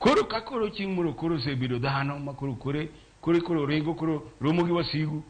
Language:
Luo (Kenya and Tanzania)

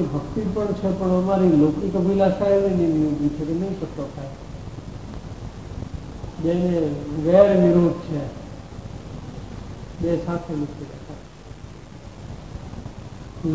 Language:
Gujarati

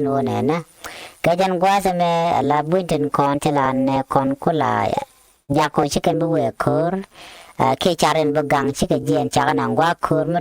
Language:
Nuer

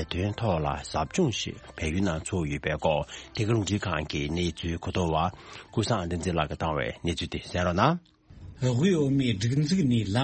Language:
Tibetan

